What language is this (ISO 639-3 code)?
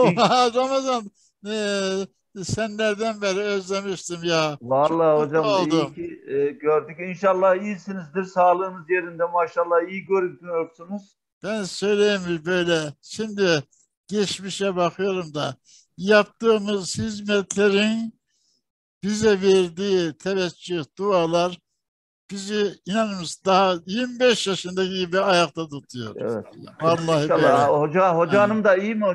tur